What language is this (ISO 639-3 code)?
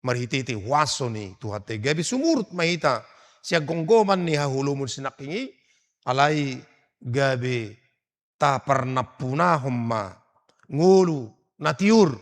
bbc